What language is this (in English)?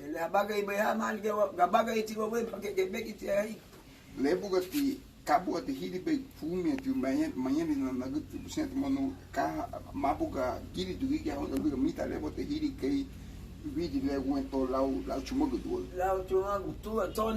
Garifuna